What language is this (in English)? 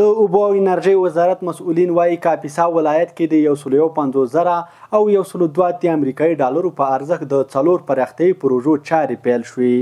Pashto